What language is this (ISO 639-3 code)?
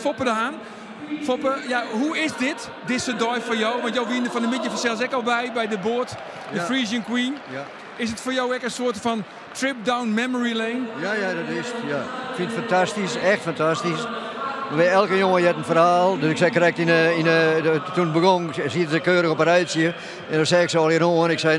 fry